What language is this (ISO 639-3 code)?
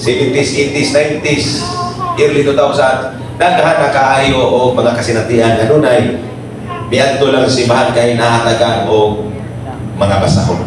ceb